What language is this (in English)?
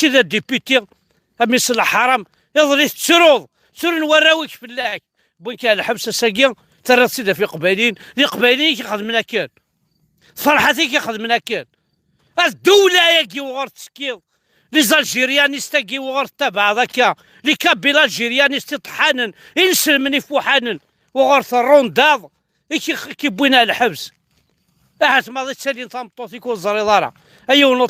Kabyle